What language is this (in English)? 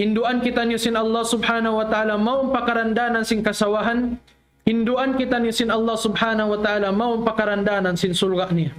Tausug